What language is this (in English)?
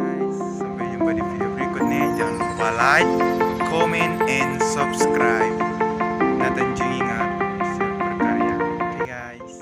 Manado Malay